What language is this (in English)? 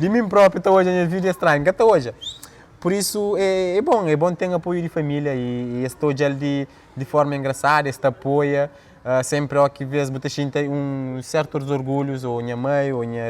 Kabuverdianu